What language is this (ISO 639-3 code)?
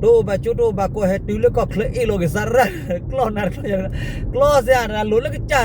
ksw